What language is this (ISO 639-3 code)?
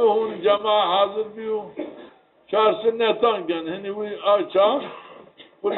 zza